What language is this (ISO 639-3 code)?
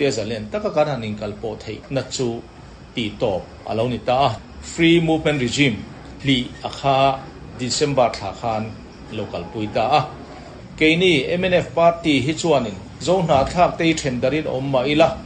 lus